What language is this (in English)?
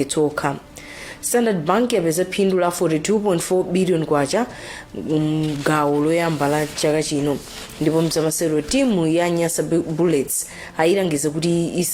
Nyanja